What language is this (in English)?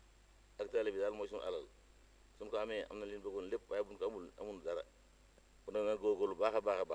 Wolof